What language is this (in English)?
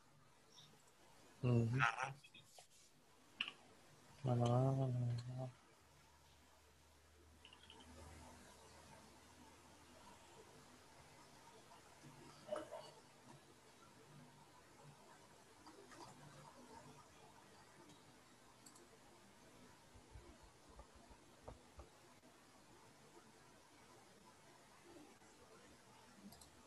Spanish